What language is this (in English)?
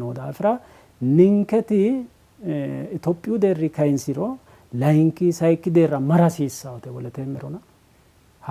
Sidamo